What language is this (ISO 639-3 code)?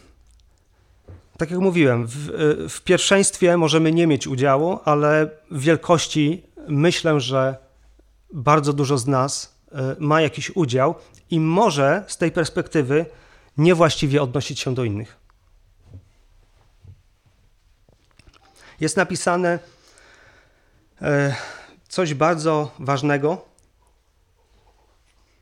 pol